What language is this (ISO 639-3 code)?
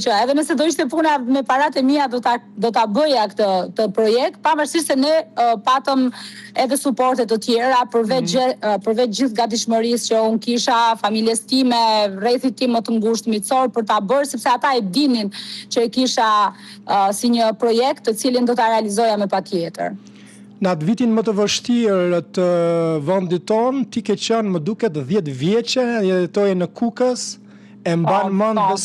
sqi